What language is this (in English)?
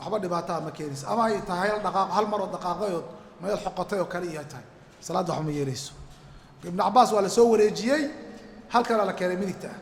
Somali